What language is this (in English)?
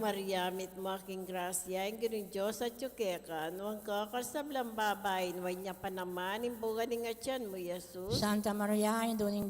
Pampanga